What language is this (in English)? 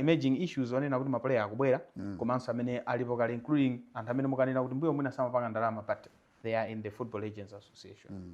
Nyanja